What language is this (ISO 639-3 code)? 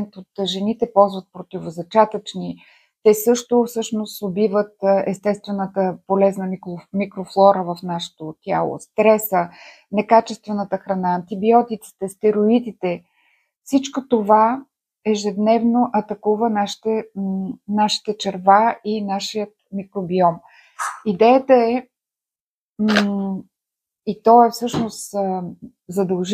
bul